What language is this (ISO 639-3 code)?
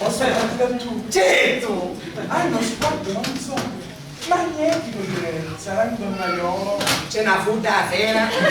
scn